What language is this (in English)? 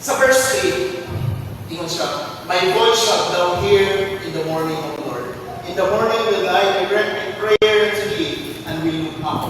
Cebuano